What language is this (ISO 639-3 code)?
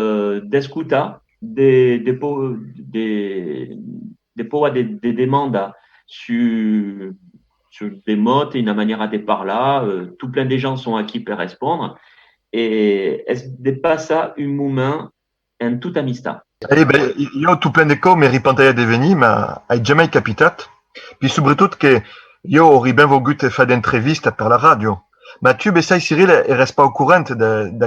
oci